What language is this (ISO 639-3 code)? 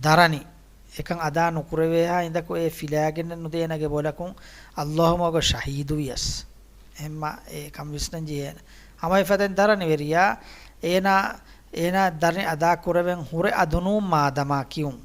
div